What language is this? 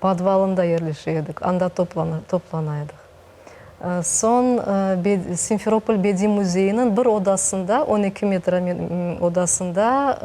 Crimean Tatar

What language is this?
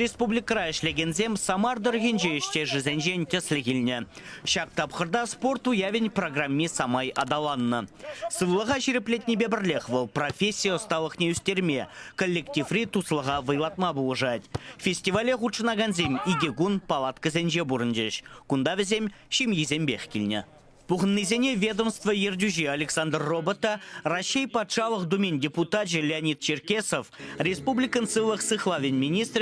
Chuvash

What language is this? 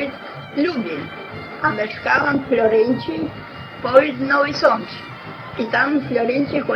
Rusyn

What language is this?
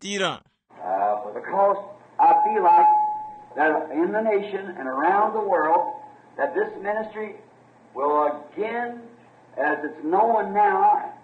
Tumbuka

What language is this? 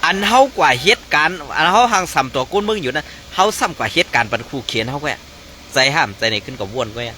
Shan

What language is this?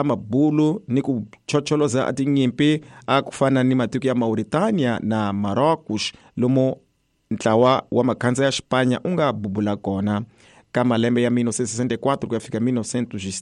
Tsonga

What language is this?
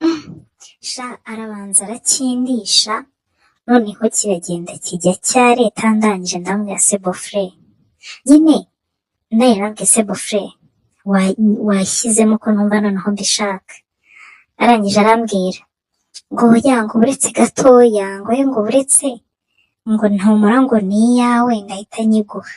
Kinyarwanda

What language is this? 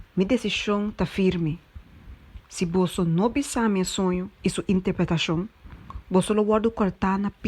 Papiamento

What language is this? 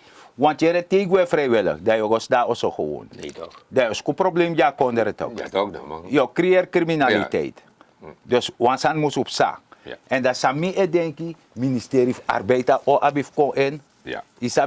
Sranan Tongo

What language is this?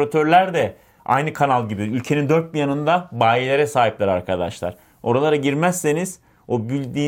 Turkish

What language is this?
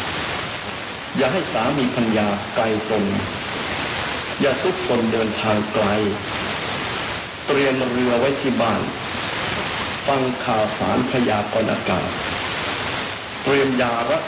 Thai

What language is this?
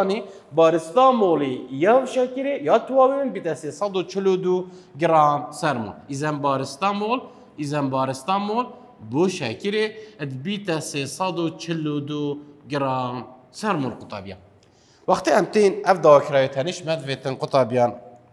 Kurdish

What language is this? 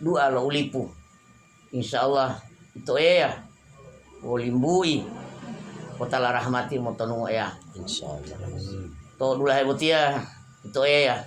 Gorontalo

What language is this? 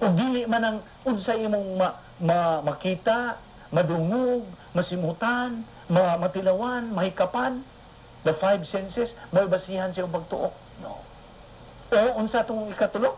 Cebuano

